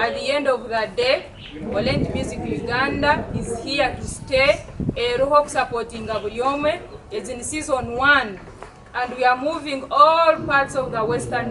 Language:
Nyankole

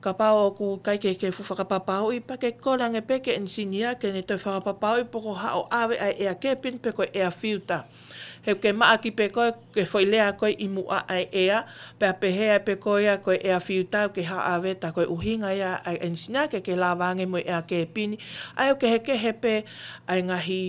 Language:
Tongan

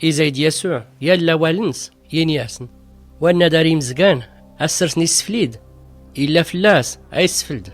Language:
Tachelhit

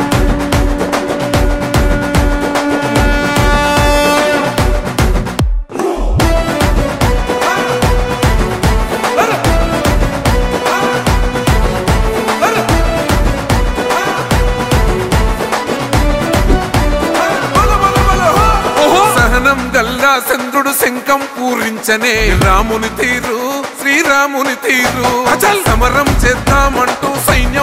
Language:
Telugu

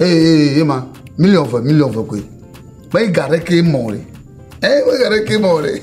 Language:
Ewe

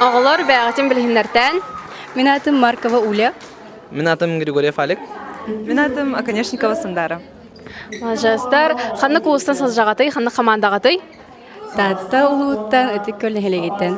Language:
Yakut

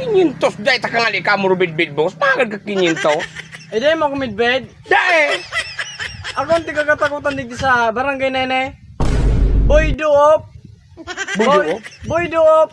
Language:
Bikol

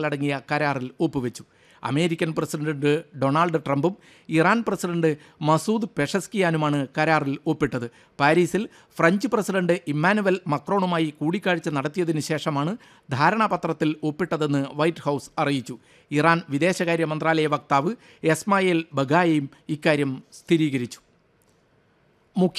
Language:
Malayalam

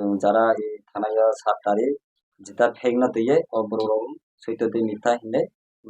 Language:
Kok Borok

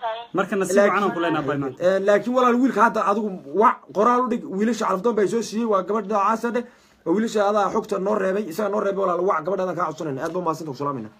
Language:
Somali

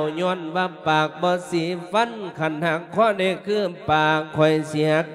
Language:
Lao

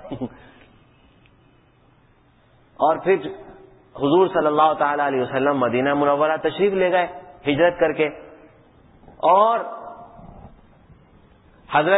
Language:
Urdu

